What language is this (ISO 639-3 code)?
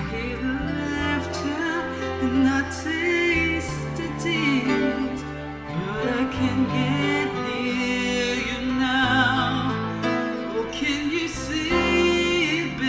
eng